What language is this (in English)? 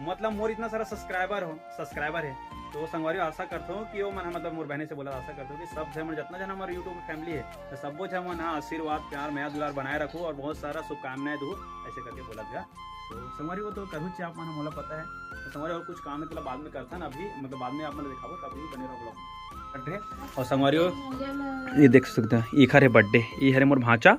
Chhattisgarhi